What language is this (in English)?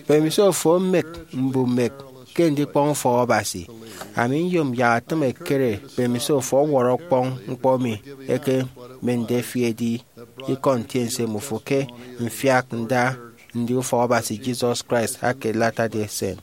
Efik